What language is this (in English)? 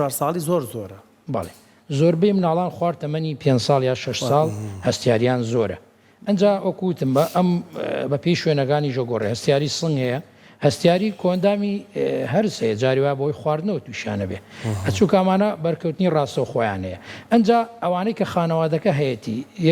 Central Kurdish